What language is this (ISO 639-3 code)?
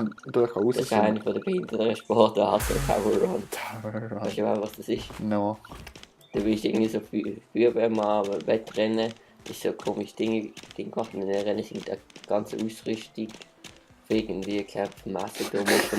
gsw